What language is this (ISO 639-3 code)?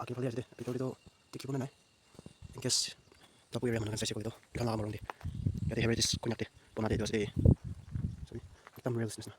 nag